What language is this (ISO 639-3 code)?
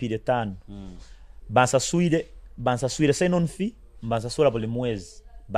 nyo